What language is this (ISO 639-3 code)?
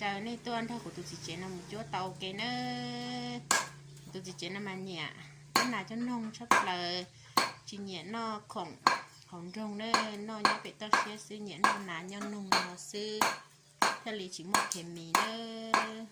hmn